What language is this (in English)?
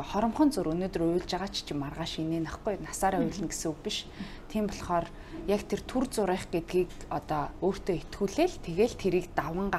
Mongolian